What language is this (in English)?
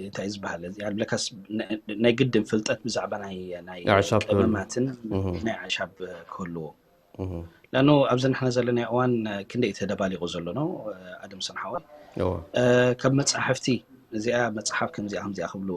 Tigrinya